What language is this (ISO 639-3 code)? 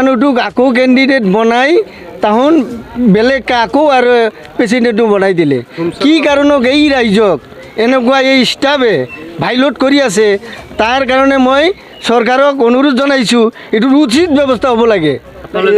asm